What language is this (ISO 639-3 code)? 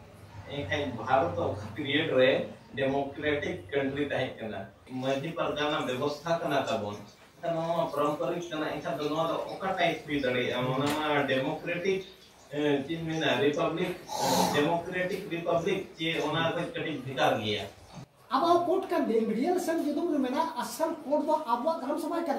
sat